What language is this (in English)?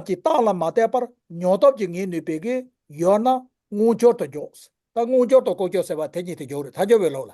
Tibetan